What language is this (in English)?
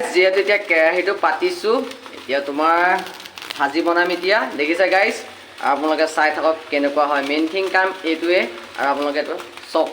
Assamese